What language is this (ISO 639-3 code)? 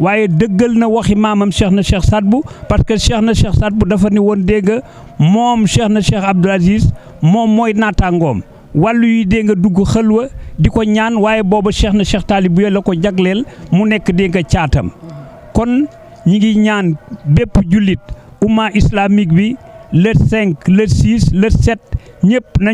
wol